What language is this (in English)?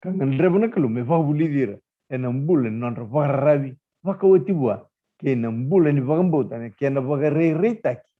Fijian